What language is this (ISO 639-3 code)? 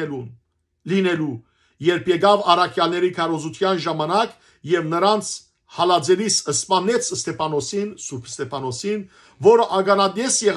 hyw